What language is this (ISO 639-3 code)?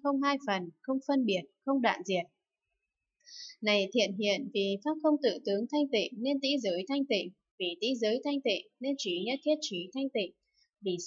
vie